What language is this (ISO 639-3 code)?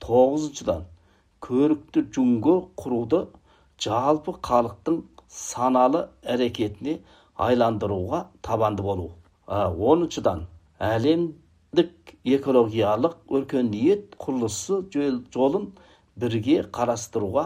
kaz